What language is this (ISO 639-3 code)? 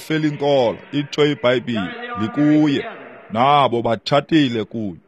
xho